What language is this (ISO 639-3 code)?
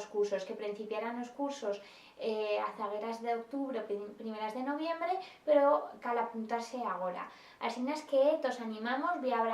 arg